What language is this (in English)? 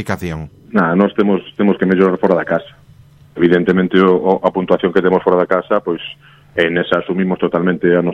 Galician